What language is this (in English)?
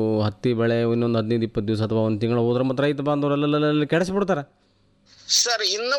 Kannada